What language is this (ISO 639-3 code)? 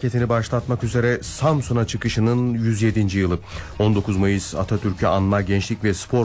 tur